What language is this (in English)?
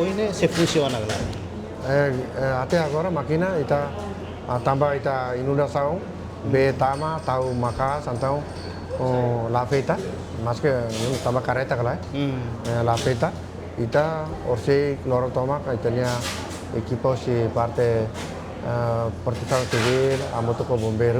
Tetum